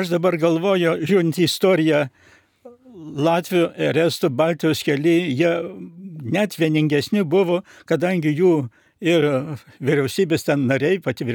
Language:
Lithuanian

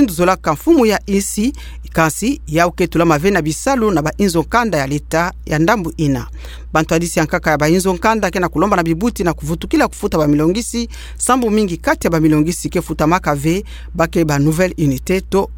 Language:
Kituba (Democratic Republic of Congo)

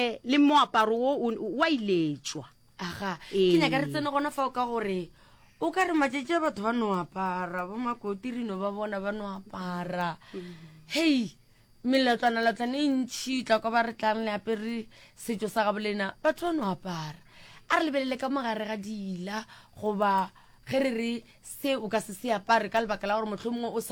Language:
Northern Sotho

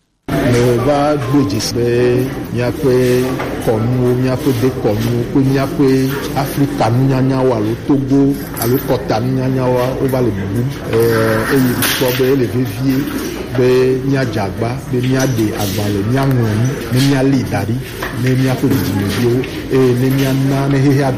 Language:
Gen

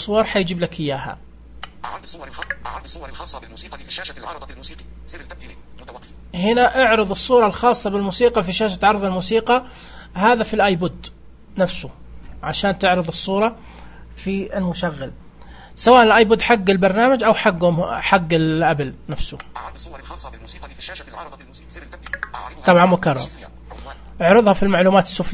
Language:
Najdi Arabic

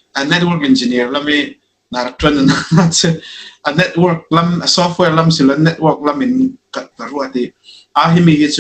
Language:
Falam Chin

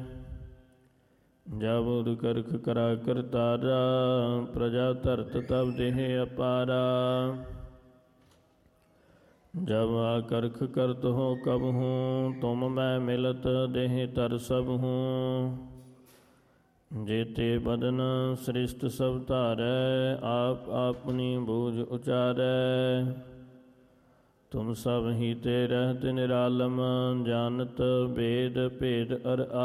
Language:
Punjabi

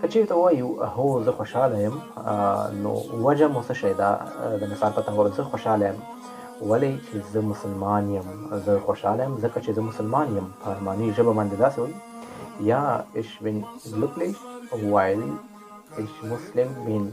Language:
Pashto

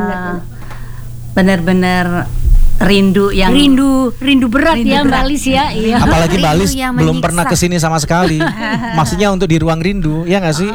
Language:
Indonesian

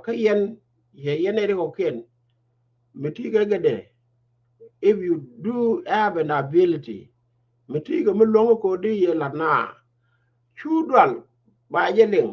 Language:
Nuer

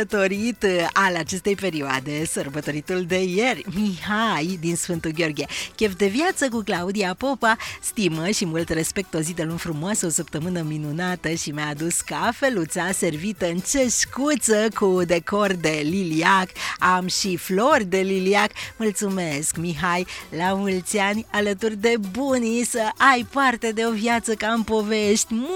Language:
Romanian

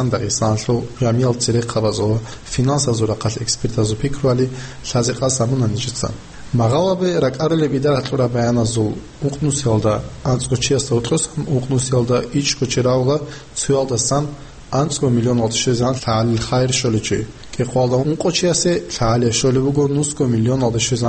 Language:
Avaric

